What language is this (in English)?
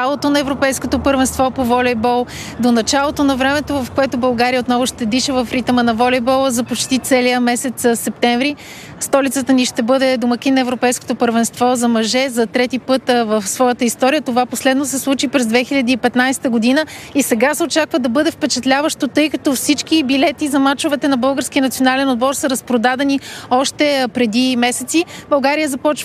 Bulgarian